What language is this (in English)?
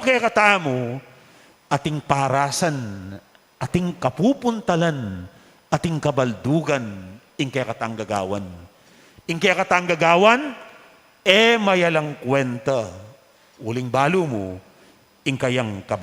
Pampanga